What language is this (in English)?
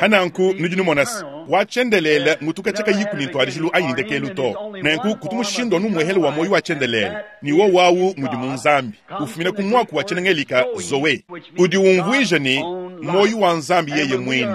Luba-Lulua